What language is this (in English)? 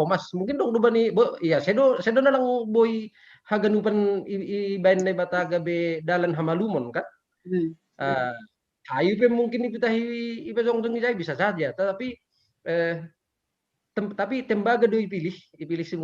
Batak Simalungun